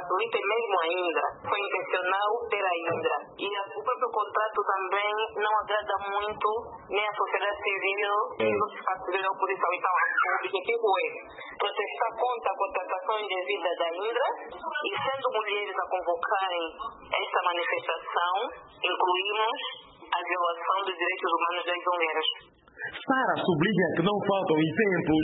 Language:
Portuguese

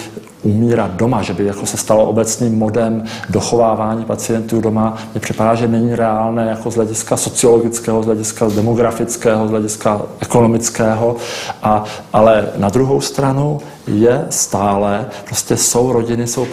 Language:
Czech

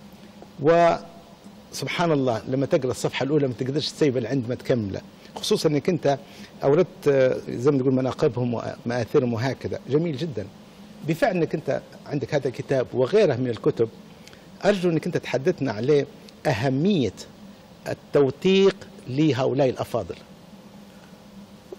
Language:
Libyan Arabic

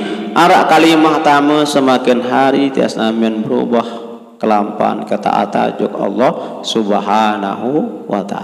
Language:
Sasak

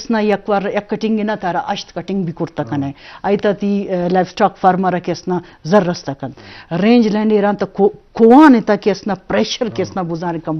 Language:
Eastern Balochi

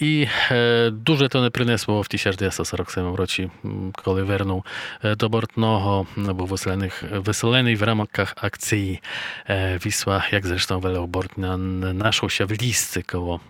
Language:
Rusyn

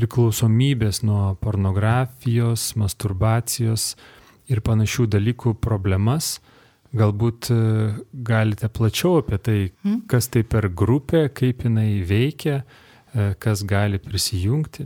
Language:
Lithuanian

